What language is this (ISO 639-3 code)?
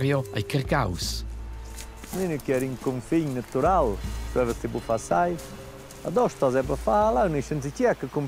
roh